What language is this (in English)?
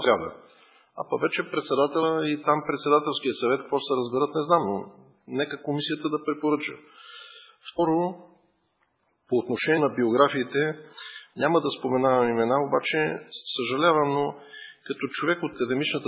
Bulgarian